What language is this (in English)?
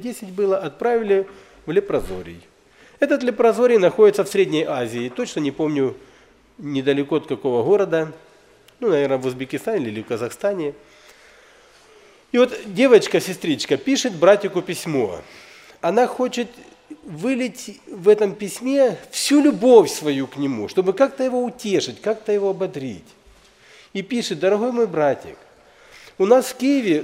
Russian